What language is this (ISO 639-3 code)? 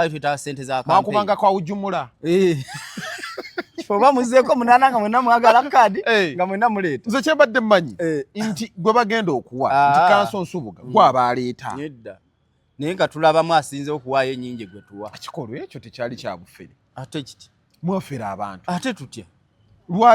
lug